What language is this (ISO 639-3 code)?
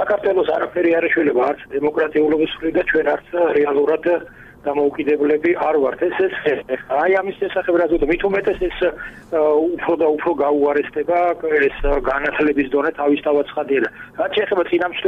kat